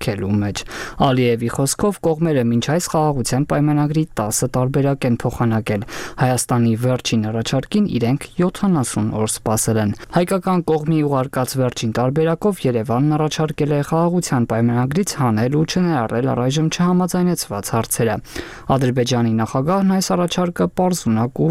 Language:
Armenian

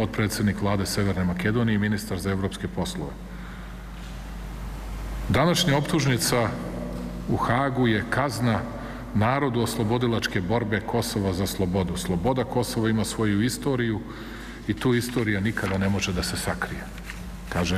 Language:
Serbian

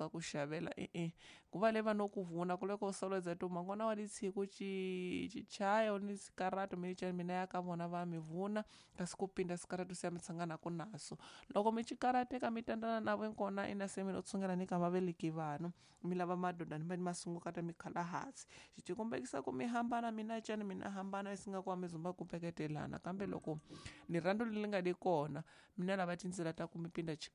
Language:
Tsonga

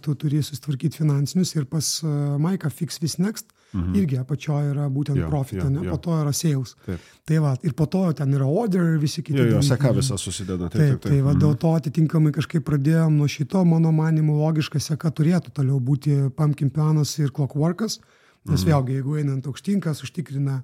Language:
Lithuanian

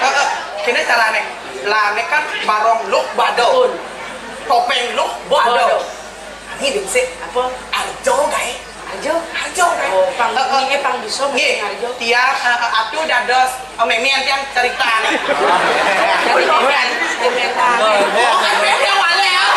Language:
Balinese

